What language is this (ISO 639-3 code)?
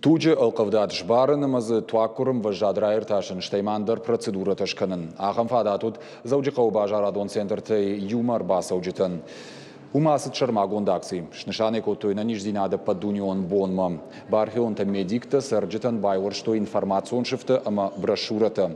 oss